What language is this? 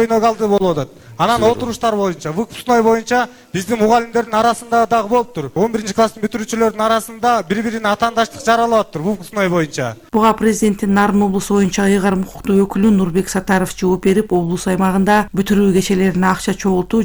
Kyrgyz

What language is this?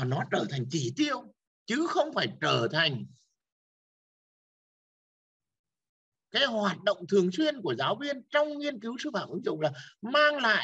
Vietnamese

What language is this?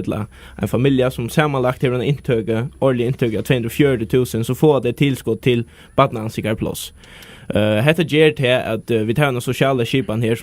Faroese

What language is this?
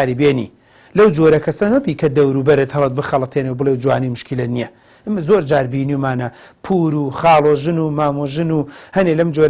Central Kurdish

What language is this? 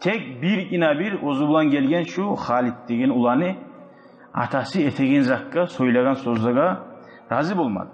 Kumyk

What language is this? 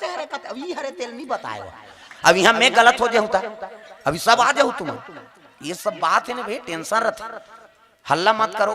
Chhattisgarhi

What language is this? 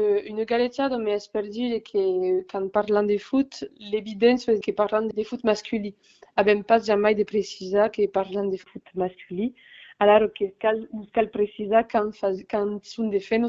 Occitan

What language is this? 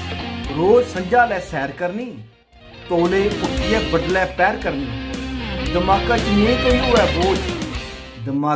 Dogri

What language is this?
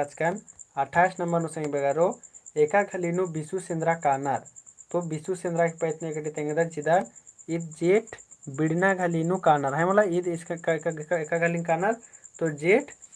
Kurukh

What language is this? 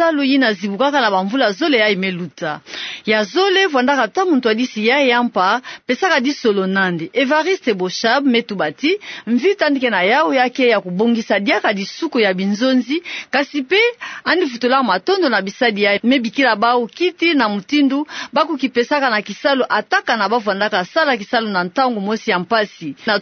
Kituba (Democratic Republic of Congo)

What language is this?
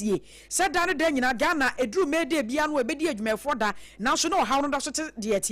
Akan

